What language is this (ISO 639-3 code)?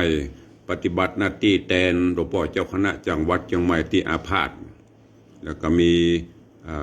nod